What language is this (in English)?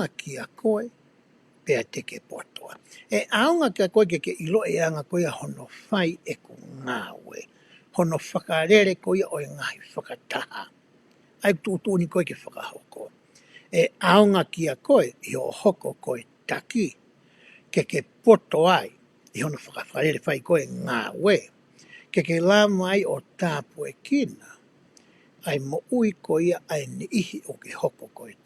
Tongan